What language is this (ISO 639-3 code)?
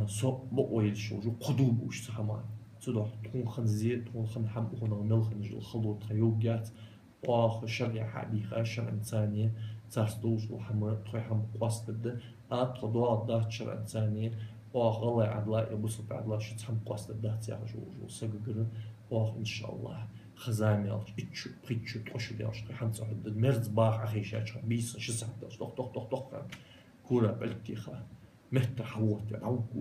inh